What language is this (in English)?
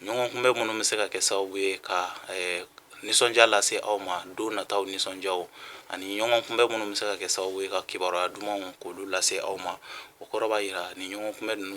Bambara